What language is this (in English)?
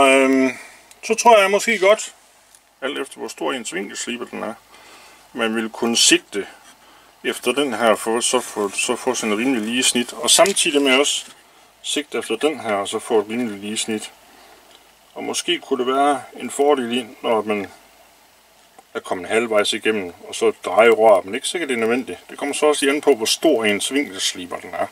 Danish